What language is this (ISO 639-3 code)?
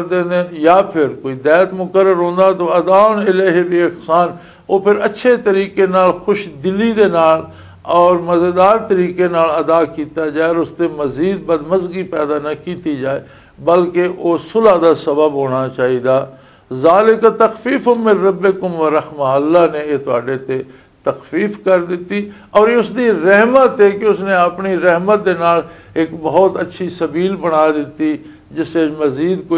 lah